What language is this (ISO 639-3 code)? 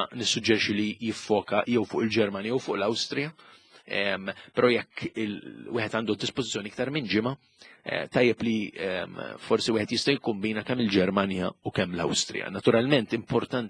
mlt